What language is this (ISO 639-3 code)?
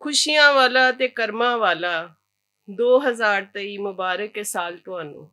lah